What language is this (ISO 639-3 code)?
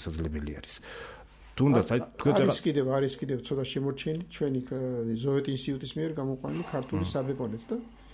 kat